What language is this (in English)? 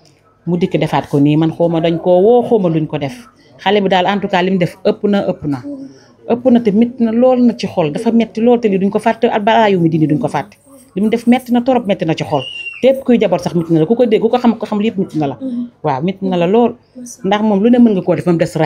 Wolof